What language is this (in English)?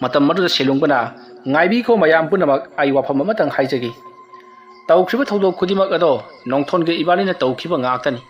Manipuri